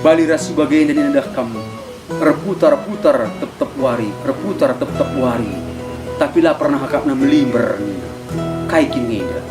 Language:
Batak Karo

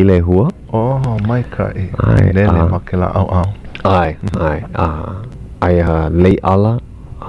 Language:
Hawaiian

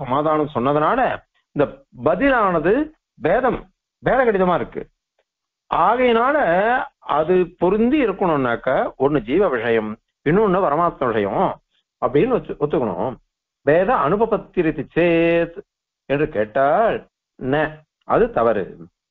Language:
Tamil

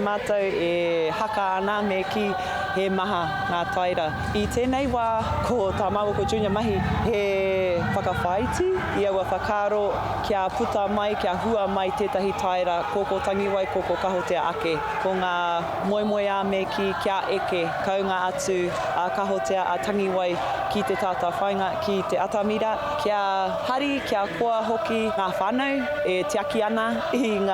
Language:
Māori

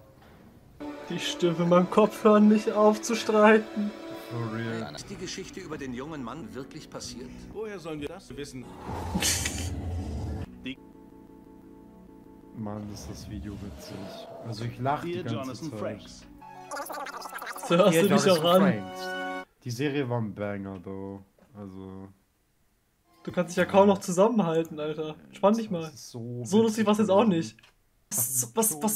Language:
German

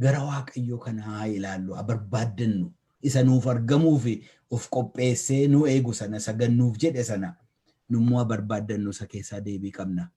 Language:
Oromo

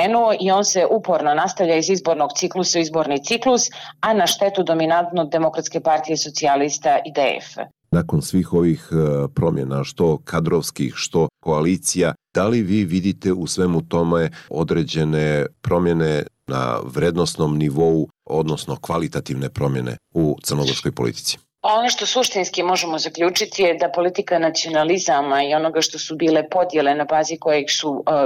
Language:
Serbian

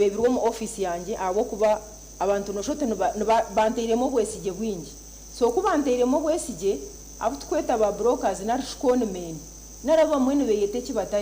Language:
Nyankole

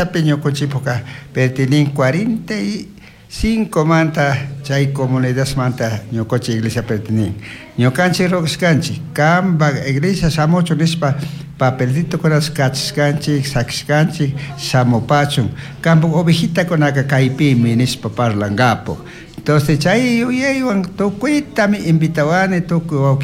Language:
Chimborazo Highland Quichua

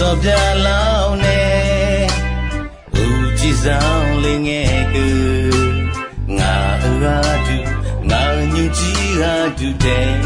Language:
Akha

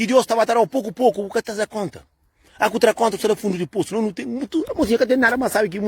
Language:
Kabuverdianu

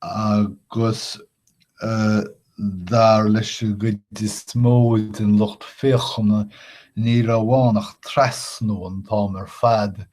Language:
Irish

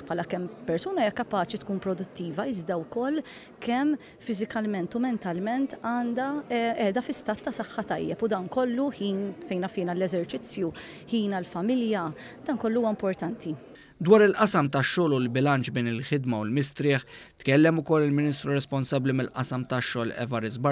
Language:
Maltese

